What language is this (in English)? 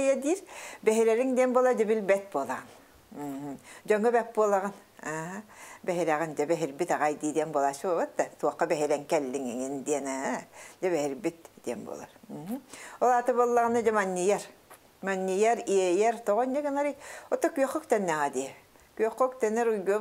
Yakut